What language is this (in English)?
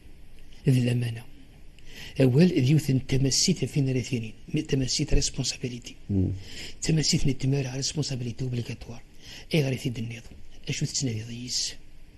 Kabyle